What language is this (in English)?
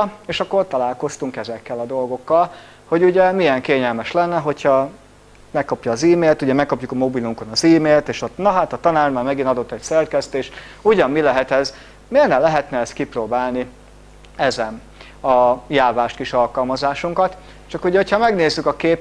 Hungarian